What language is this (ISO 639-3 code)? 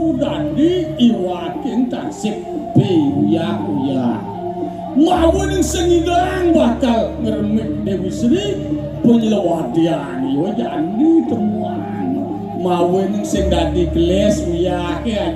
ban